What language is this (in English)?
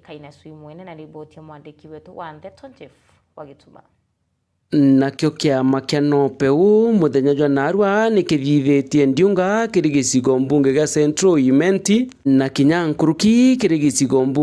Meru